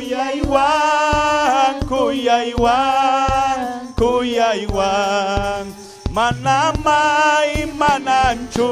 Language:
Ayacucho Quechua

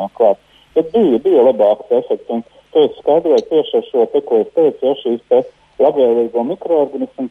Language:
Latvian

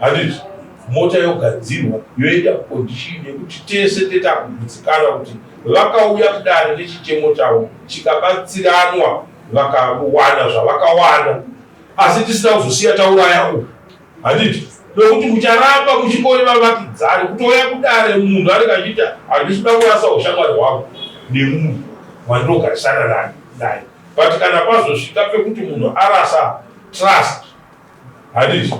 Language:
Shona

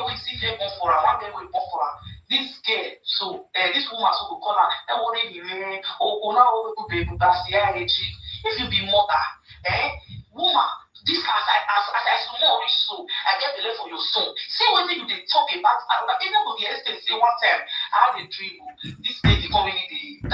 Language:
Nigerian Pidgin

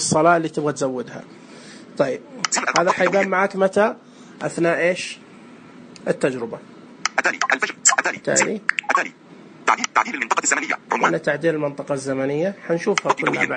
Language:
Najdi Arabic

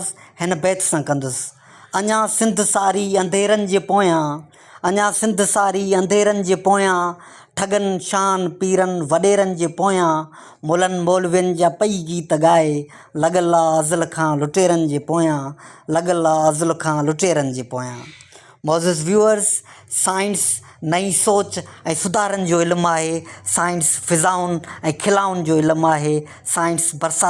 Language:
Sindhi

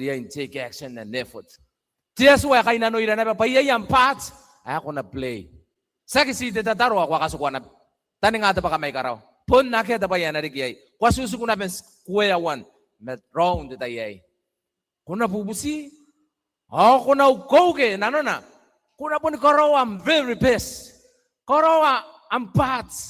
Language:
Gilbertese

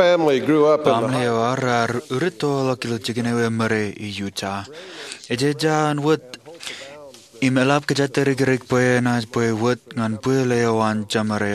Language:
Marshallese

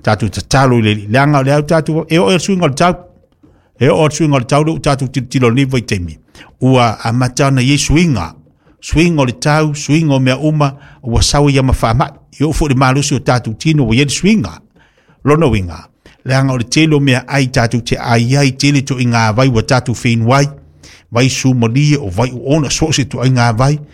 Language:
Samoan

